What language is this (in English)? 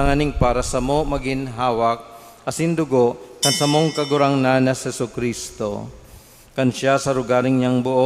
Bikol